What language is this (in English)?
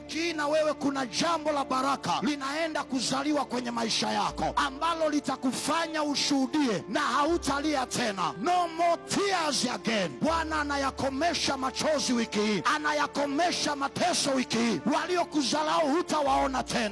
Swahili